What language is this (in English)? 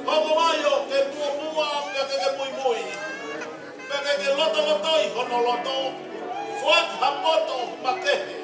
Tongan